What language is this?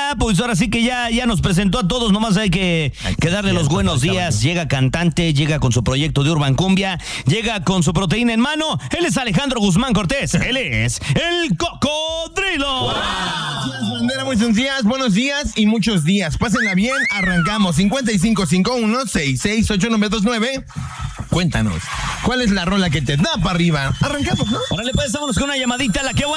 Spanish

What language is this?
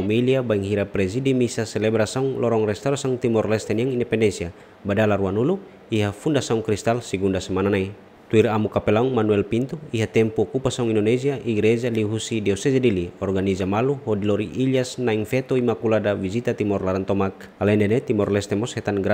Tetum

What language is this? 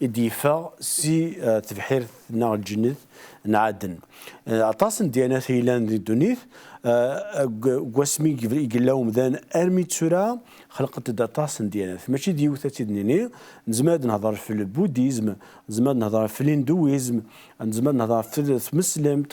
Kabyle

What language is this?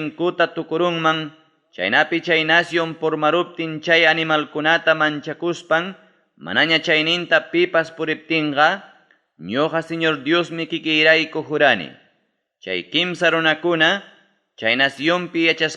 Ayacucho Quechua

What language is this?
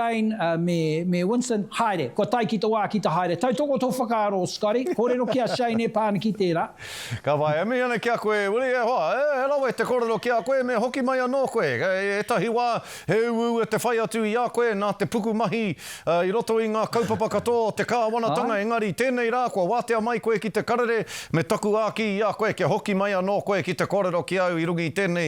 Māori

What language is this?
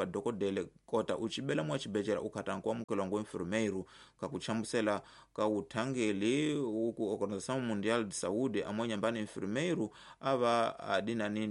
Tsonga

